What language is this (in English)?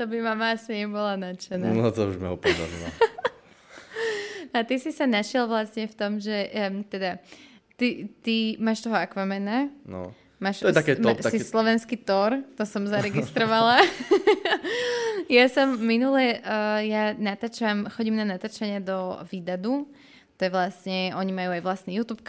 Slovak